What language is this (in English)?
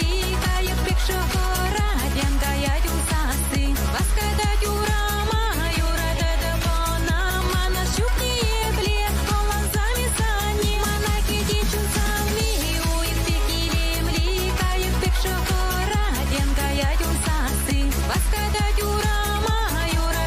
Chuvash